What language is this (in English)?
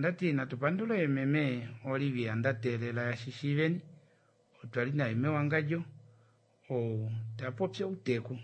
Kuanyama